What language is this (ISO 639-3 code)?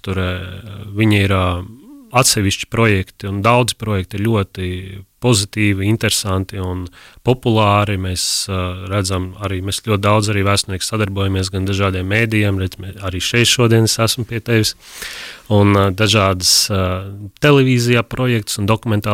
lav